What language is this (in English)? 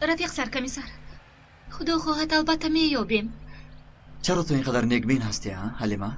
Tajik